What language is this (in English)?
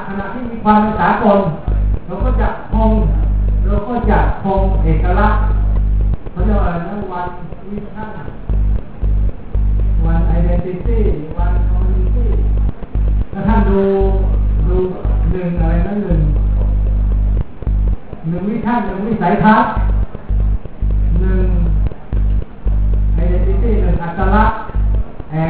Thai